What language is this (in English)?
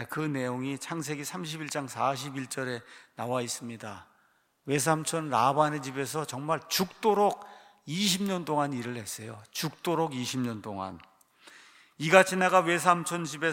Korean